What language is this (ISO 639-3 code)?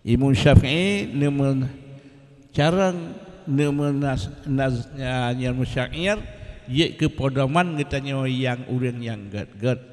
ace